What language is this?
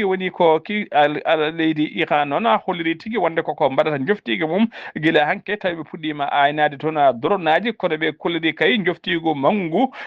Fula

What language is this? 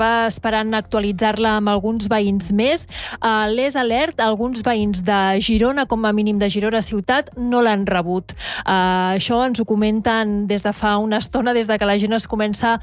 Catalan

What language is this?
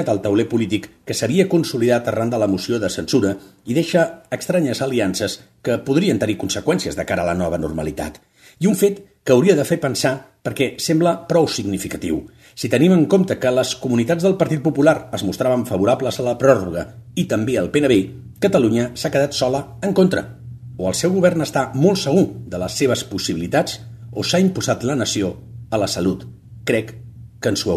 Catalan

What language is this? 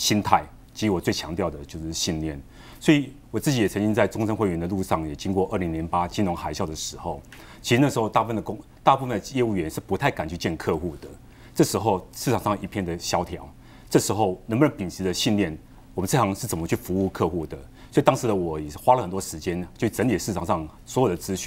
Chinese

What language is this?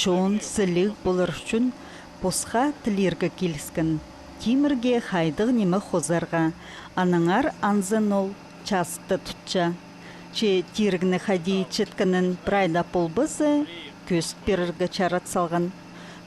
Khakas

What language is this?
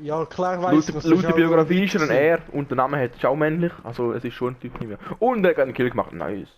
Swiss German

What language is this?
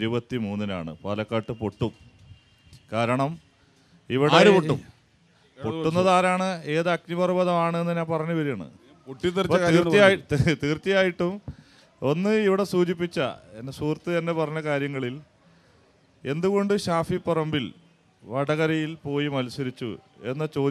Malayalam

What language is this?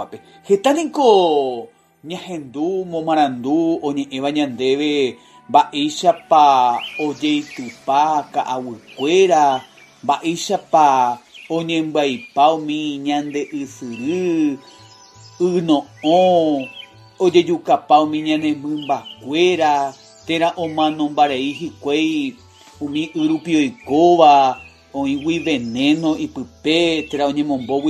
Guarani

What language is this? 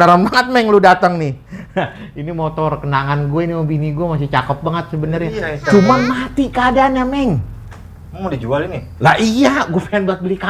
Betawi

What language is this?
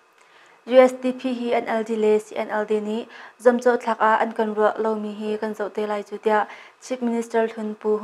Hakha Chin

